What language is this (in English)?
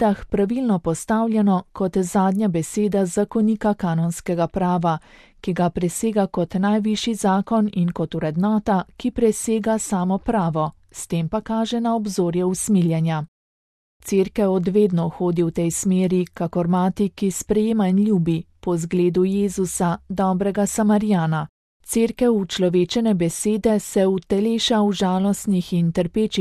Slovenian